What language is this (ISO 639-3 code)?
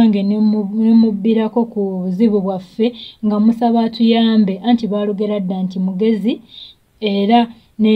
lug